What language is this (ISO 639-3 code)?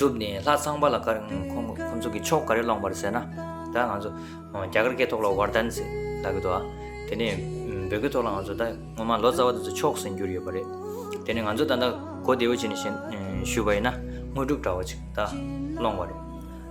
bod